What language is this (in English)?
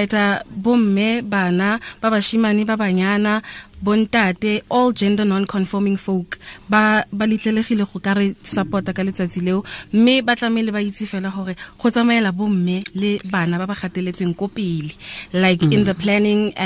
Tswana